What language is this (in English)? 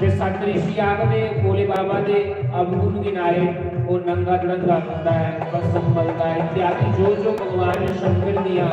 Dogri